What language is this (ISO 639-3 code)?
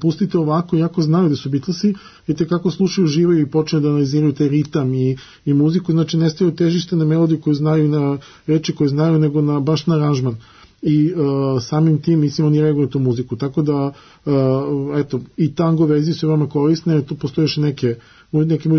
srp